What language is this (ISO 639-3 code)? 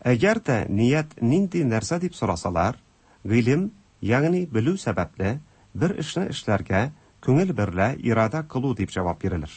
tat